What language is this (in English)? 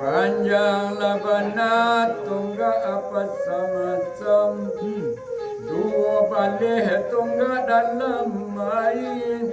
Minangkabau